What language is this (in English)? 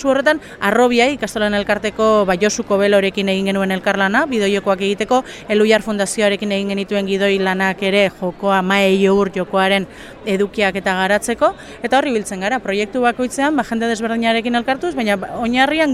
Basque